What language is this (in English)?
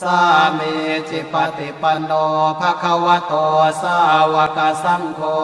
Pali